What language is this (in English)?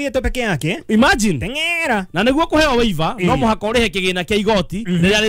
Kikuyu